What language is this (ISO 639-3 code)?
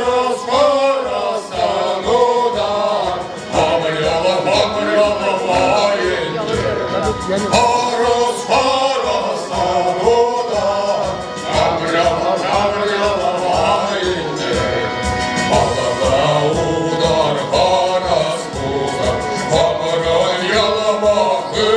chv